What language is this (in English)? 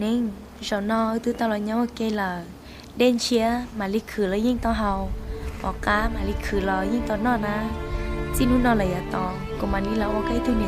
Hmong